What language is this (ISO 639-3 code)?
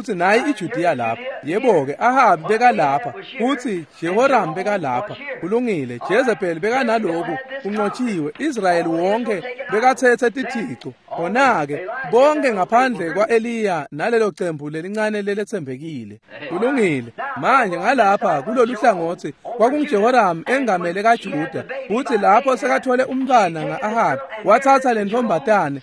ssw